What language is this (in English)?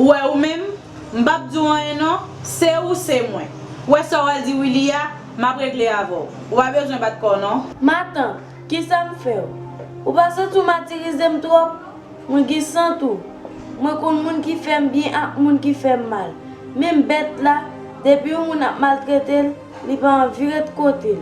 Haitian Creole